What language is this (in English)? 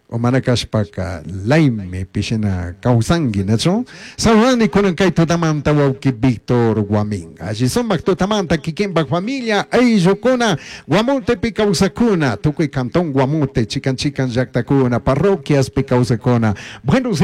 Chimborazo Highland Quichua